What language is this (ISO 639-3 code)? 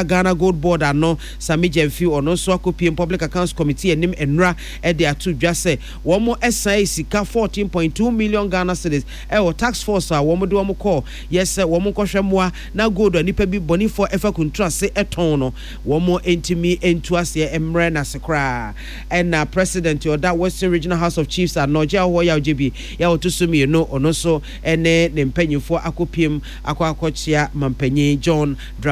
aka